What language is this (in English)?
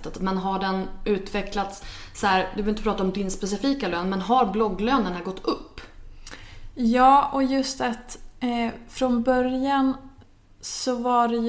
Swedish